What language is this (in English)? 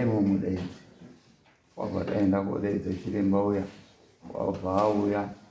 Shona